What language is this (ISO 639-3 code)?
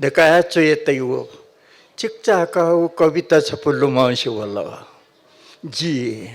new